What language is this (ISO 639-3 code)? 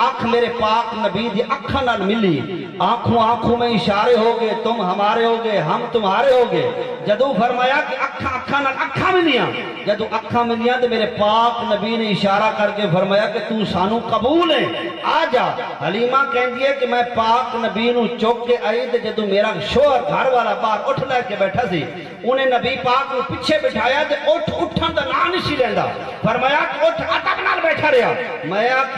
skr